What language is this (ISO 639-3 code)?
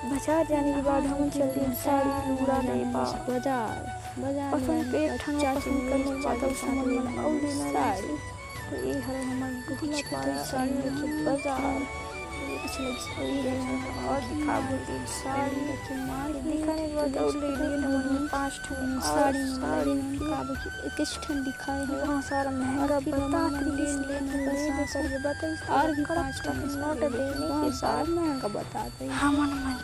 hne